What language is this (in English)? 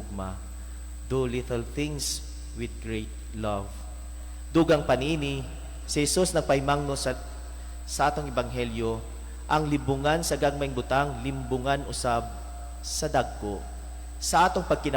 Cebuano